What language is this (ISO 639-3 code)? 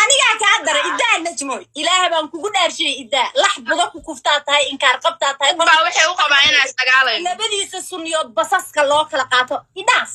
som